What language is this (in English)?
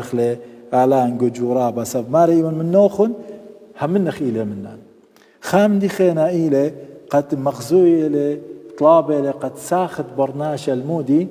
Assyrian Neo-Aramaic